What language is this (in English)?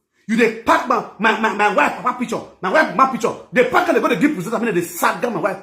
Nigerian Pidgin